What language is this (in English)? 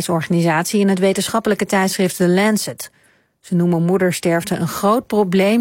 Dutch